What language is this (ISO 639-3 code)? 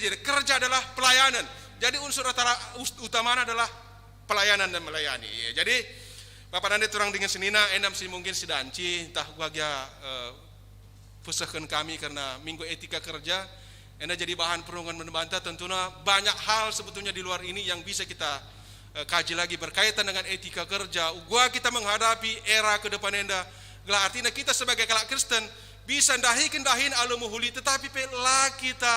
btx